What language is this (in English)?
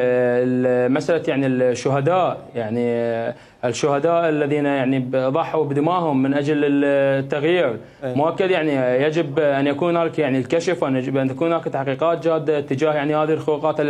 Mesopotamian Arabic